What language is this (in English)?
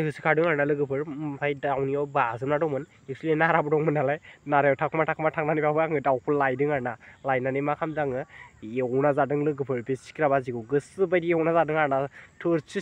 Bodo